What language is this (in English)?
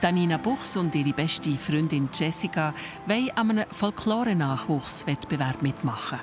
Swiss German